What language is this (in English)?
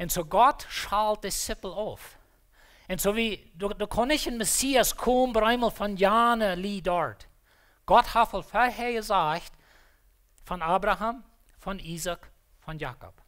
Plautdietsch